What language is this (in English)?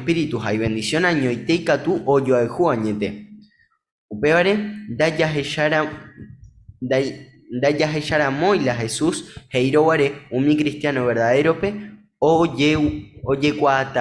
Guarani